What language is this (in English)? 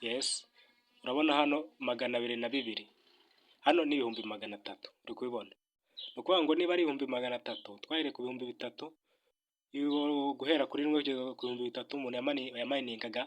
Kinyarwanda